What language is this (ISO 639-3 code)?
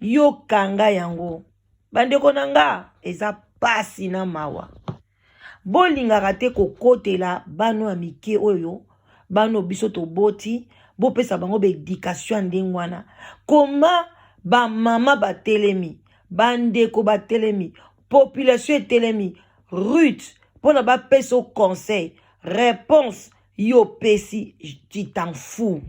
lin